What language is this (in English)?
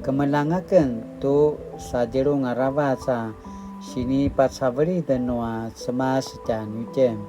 Paiwan